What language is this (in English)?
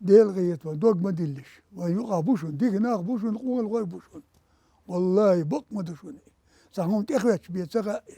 Chechen